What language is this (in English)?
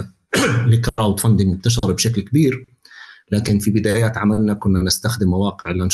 North Levantine Arabic